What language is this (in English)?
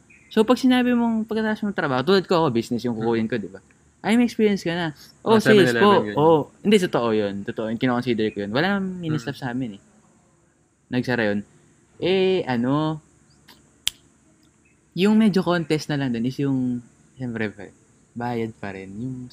Filipino